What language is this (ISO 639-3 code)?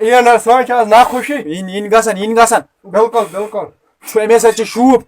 kas